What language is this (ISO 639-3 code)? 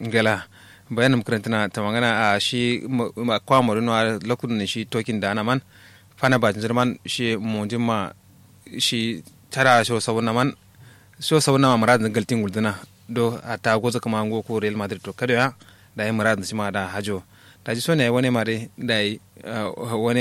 kau